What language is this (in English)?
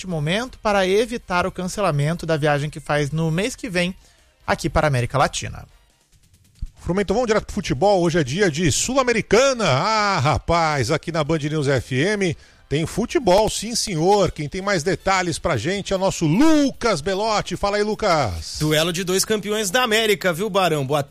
Portuguese